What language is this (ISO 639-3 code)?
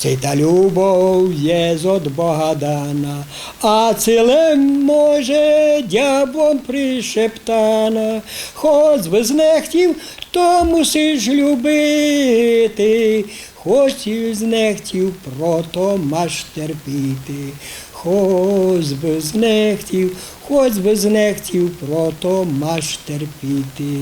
rue